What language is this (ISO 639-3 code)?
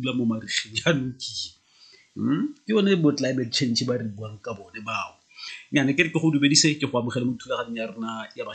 tsn